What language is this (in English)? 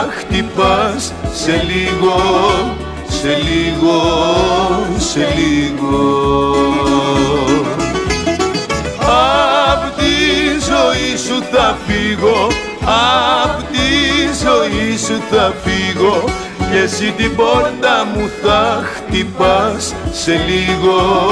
Greek